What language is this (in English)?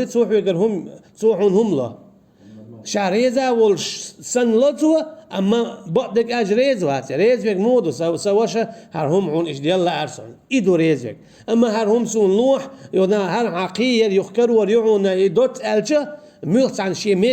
Chechen